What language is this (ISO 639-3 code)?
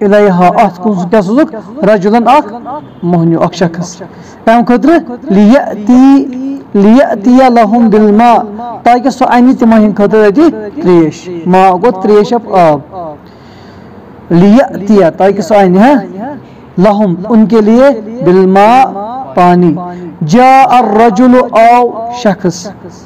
kas